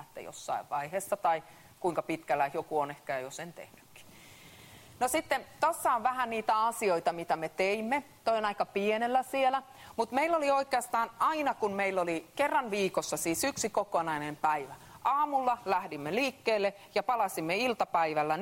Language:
Finnish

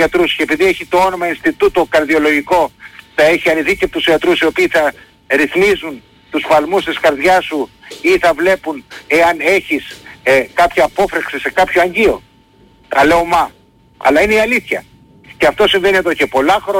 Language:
Greek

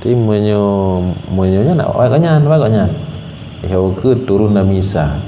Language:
Achinese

